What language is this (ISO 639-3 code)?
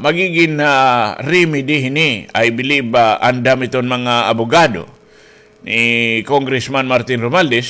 war